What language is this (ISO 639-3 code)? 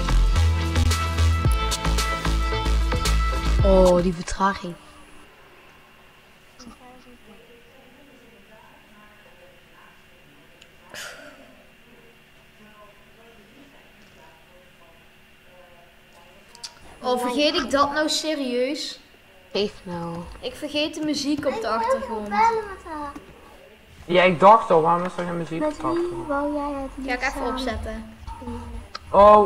nld